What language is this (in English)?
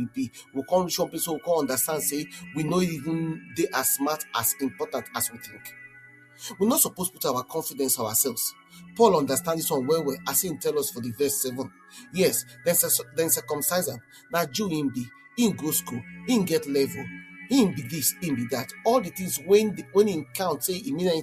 Nigerian Pidgin